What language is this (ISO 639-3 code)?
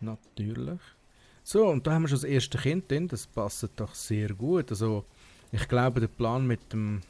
gsw